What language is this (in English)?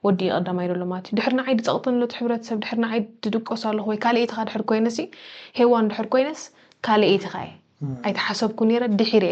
Tigrinya